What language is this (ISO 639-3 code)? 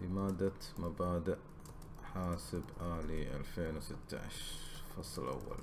afb